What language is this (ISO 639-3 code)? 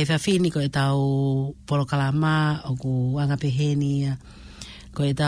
ton